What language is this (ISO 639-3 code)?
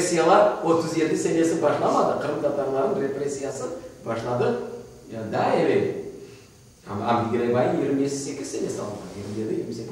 crh